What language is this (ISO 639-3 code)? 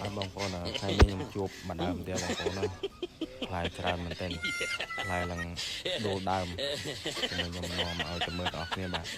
khm